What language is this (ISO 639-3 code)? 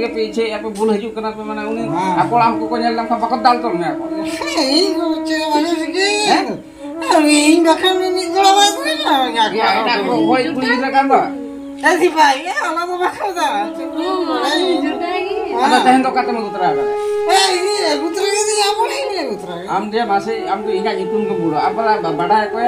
sat